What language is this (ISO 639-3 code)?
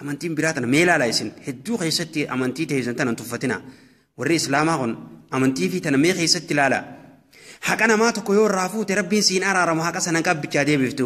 orm